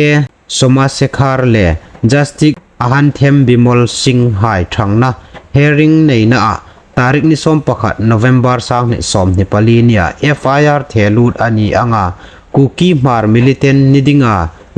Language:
Hmar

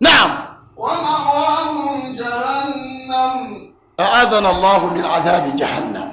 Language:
Dagbani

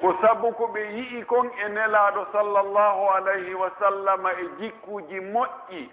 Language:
Pular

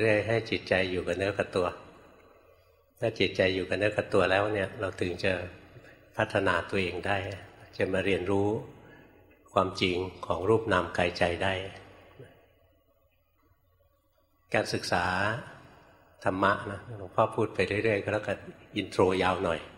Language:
Thai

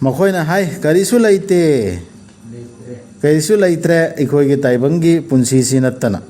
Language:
Manipuri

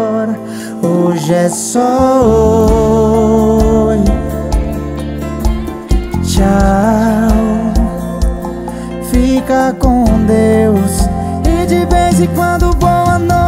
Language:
Portuguese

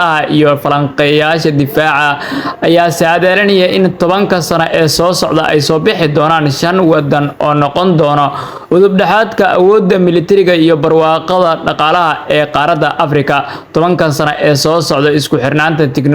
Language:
Somali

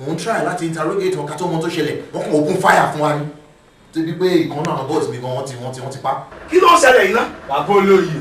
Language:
Yoruba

